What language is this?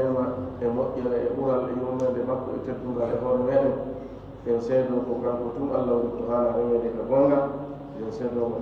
Fula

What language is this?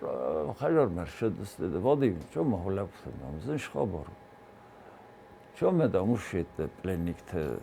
Ossetic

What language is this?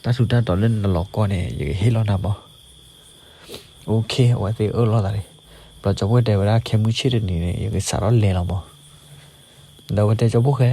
S'gaw Karen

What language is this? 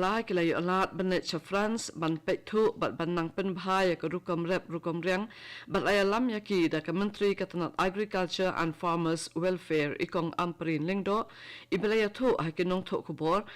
Khasi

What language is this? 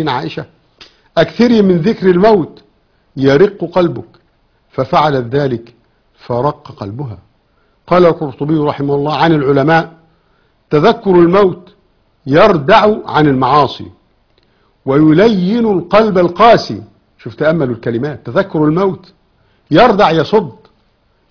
Arabic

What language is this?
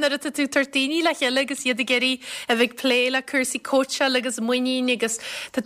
Irish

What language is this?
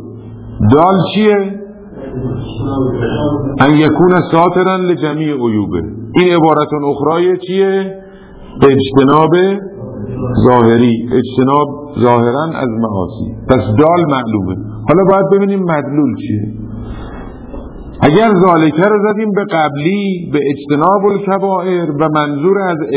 Persian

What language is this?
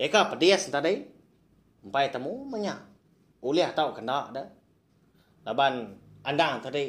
Iban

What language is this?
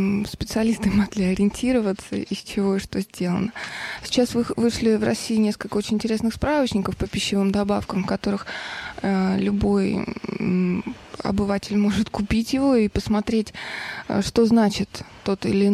Russian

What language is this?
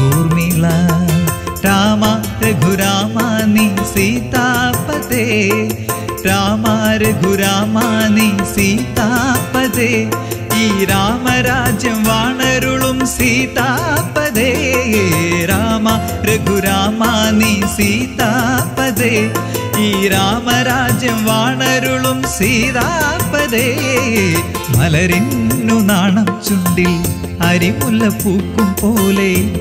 Malayalam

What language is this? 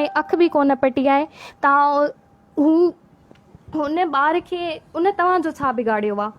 Sindhi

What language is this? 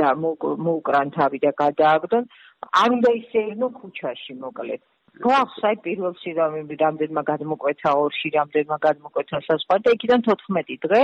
Georgian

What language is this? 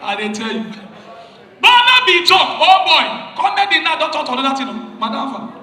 Nigerian Pidgin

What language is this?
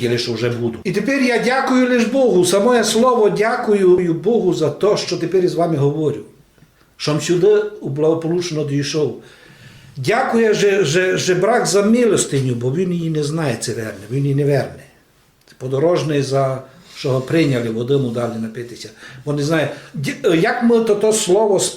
Rusyn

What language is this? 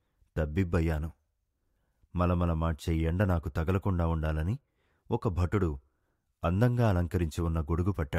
Telugu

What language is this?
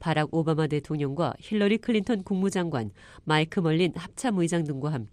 Korean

